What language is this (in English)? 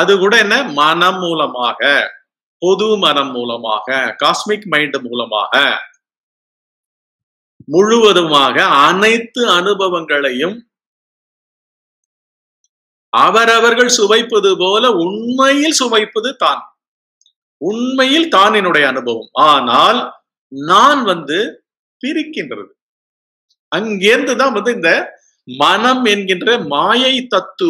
Tamil